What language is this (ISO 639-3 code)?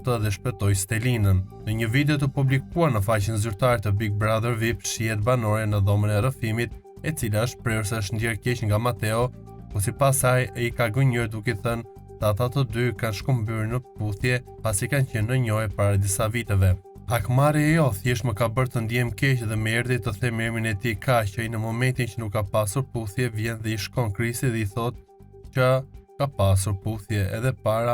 sqi